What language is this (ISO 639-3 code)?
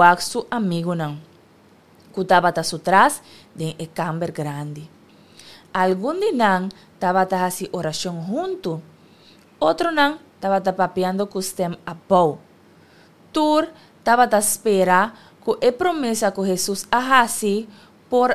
pap